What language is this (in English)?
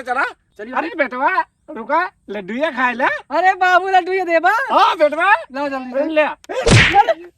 Awadhi